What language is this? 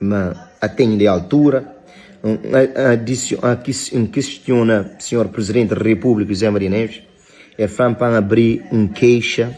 Kabuverdianu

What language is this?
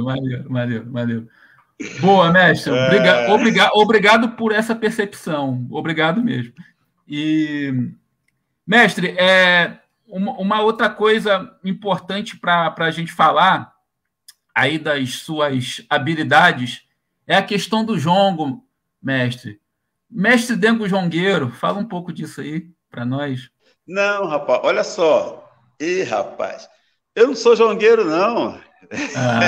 Portuguese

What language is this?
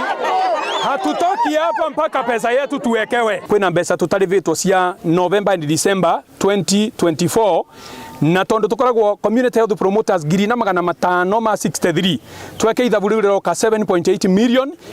Meru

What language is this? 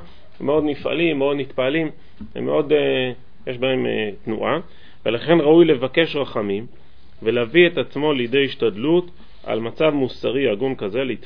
Hebrew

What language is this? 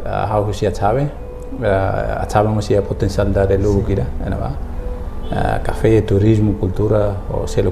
Tetum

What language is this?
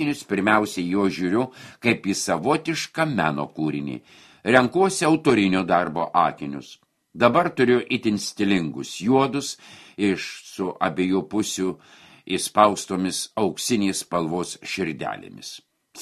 Lithuanian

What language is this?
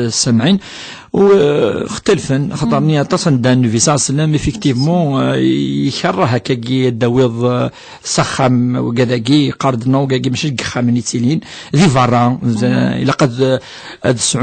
Kabyle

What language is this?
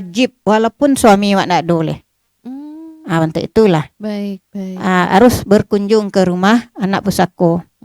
Minangkabau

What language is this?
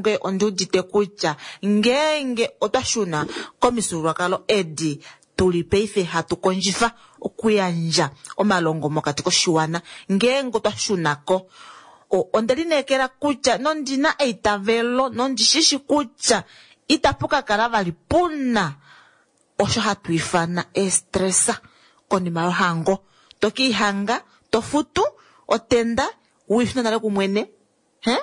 Kuanyama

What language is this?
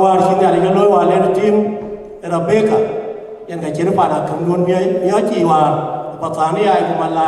Dinka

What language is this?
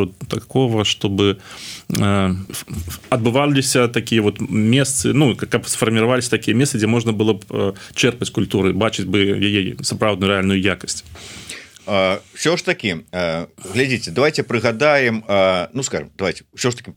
Belarusian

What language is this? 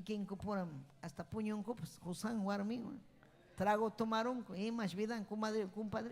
Ayacucho Quechua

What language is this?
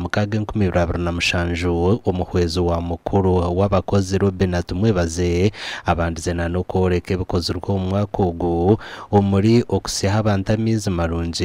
Nyankole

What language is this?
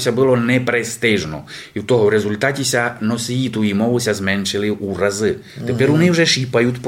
Rusyn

